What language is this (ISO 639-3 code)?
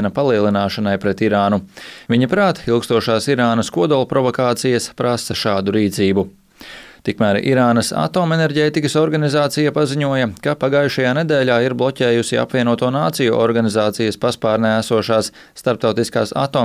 lav